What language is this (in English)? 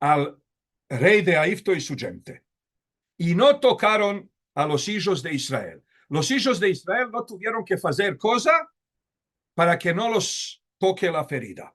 Ladino